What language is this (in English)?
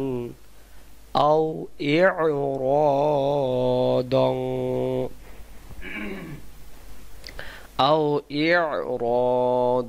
Bangla